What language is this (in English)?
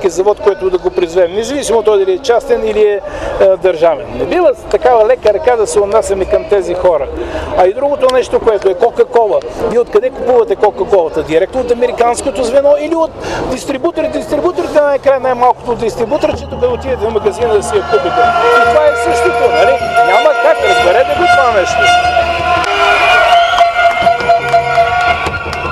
Bulgarian